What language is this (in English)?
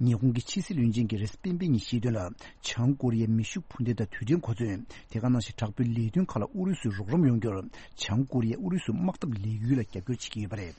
Tibetan